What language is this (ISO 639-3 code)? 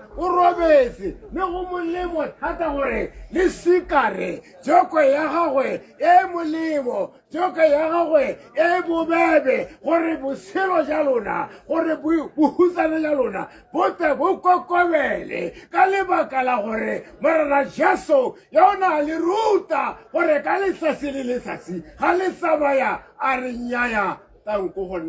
tsn